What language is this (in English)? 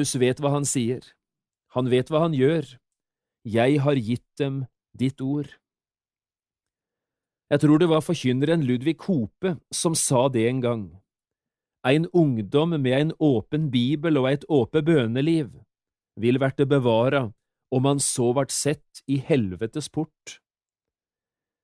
Norwegian